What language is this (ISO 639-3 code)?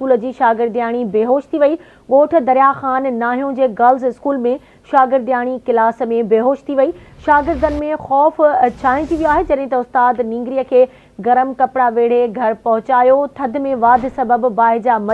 snd